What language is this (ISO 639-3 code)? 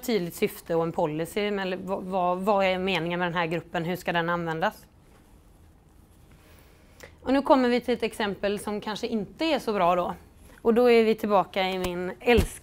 swe